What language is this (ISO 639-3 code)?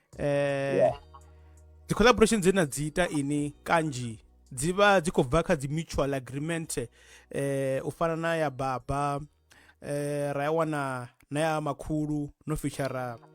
ven